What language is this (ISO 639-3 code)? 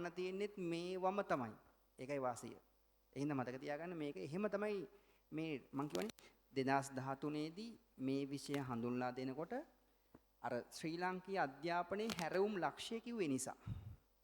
sin